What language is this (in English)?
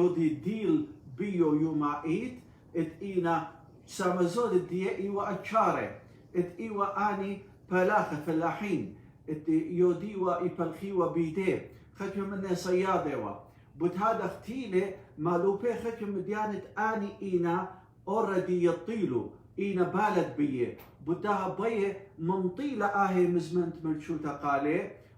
Assyrian Neo-Aramaic